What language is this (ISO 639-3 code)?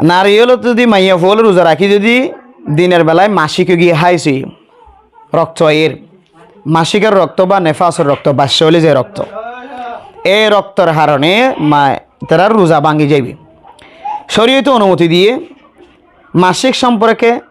rhg